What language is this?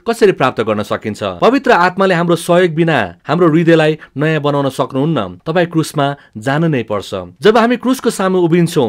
Nepali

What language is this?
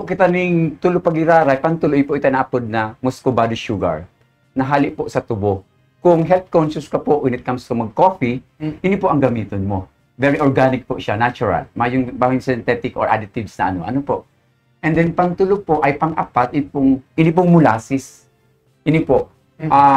Bikol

